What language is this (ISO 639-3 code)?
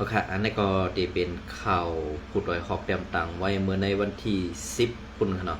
shn